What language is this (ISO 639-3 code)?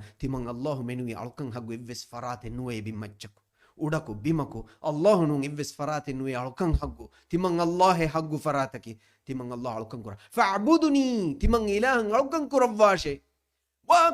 div